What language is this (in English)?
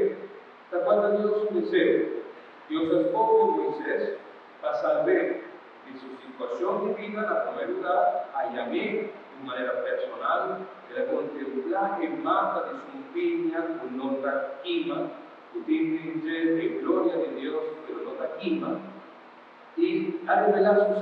Papiamento